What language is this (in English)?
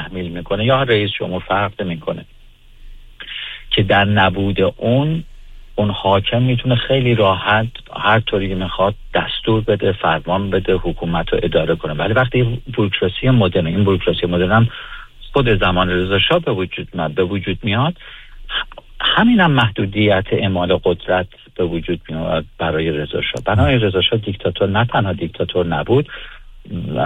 Persian